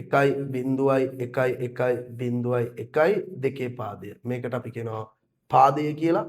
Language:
Sinhala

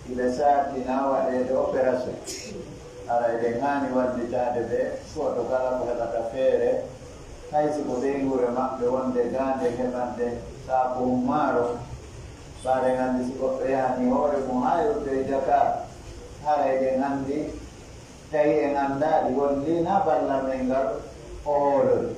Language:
Pular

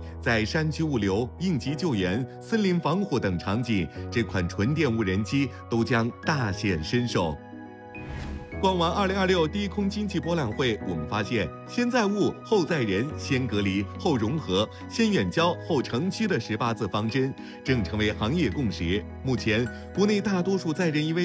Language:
Chinese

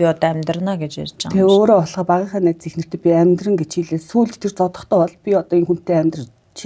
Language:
Mongolian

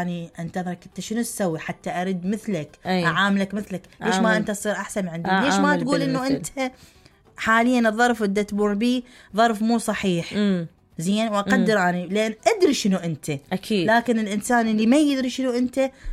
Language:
Mesopotamian Arabic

